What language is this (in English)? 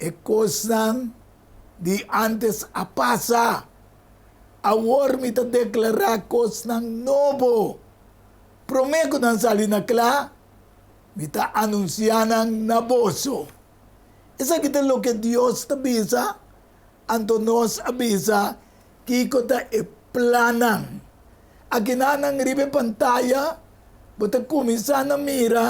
Papiamento